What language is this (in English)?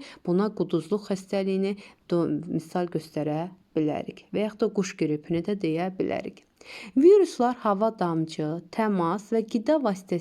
Azerbaijani